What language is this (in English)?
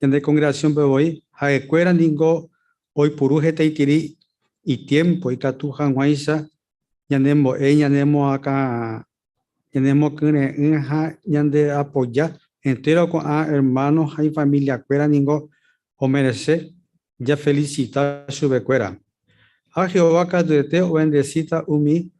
Guarani